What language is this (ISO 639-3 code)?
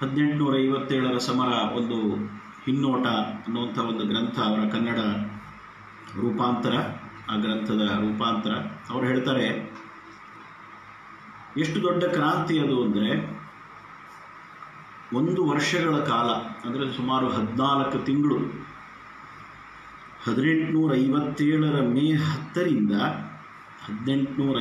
kan